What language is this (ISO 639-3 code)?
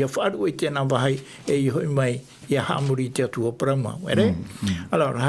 tah